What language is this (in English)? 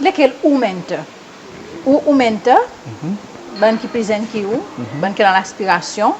Seselwa Creole French